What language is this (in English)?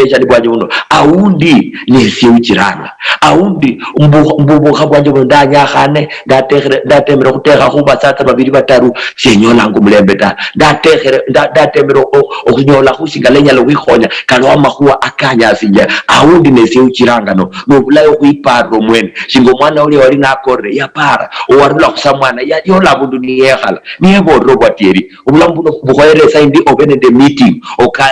Luyia